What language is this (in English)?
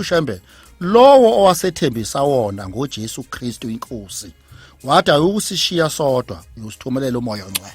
Zulu